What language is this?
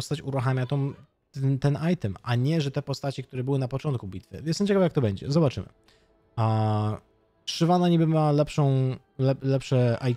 Polish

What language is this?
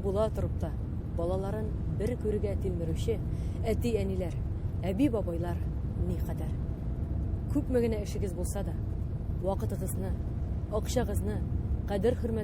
Tatar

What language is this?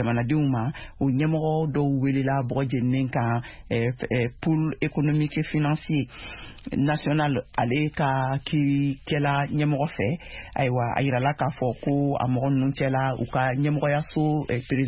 Bambara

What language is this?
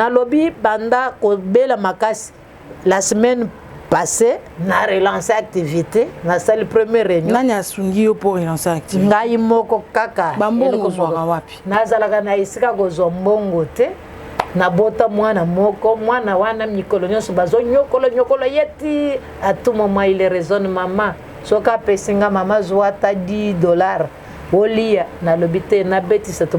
Lingala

